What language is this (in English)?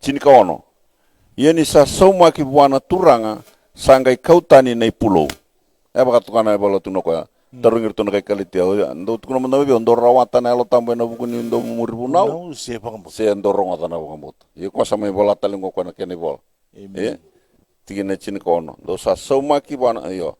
Fijian